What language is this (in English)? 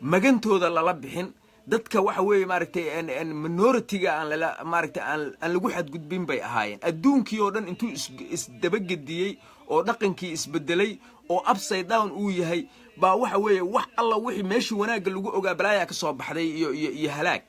Somali